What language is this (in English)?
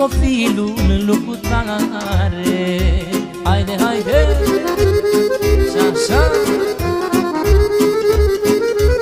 Romanian